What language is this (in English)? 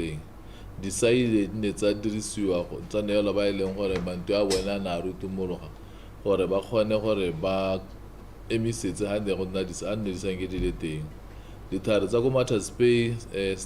Tswana